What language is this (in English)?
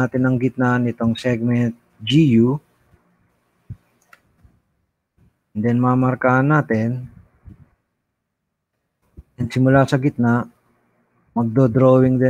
Filipino